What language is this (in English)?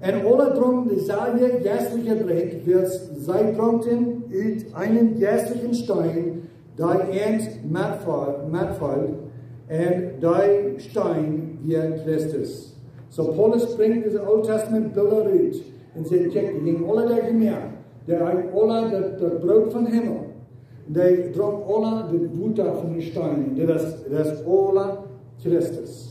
Plautdietsch